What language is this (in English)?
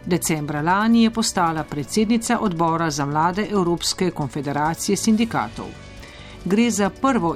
Slovenian